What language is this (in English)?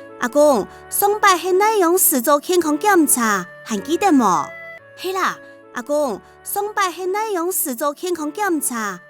Hakka Chinese